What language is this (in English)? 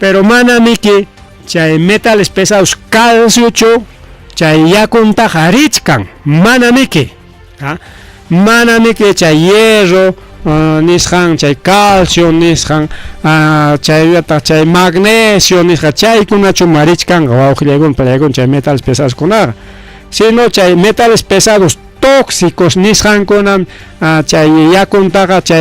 Ayacucho Quechua